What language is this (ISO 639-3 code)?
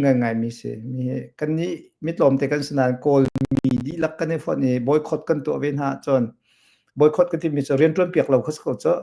cnh